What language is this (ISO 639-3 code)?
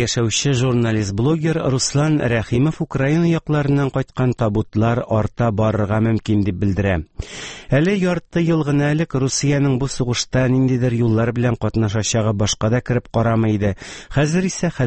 tat